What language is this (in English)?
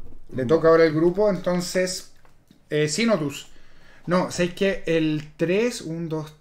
Spanish